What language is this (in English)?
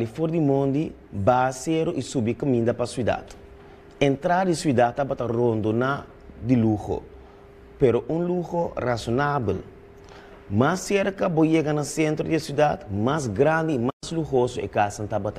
Papiamento